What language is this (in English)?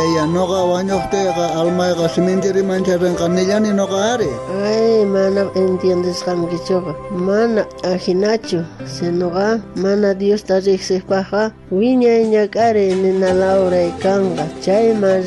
South Bolivian Quechua